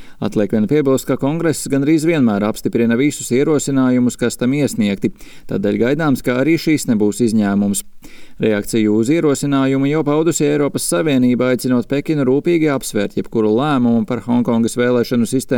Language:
Latvian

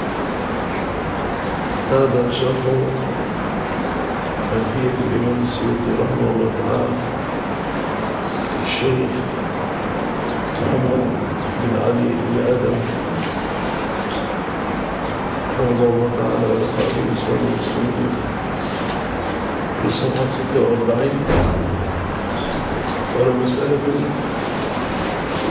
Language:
Arabic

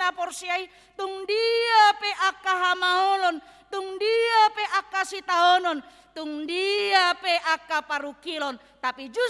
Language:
Batak Toba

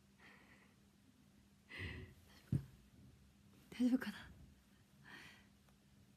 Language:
Japanese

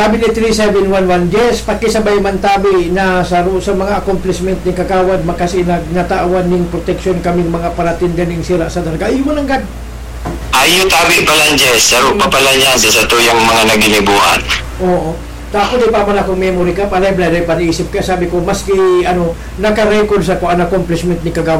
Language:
Bikol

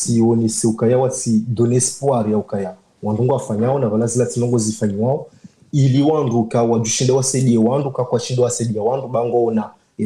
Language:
Ngazidja Comorian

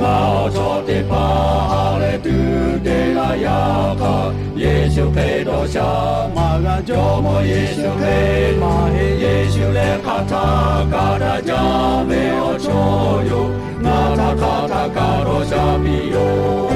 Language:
Lahu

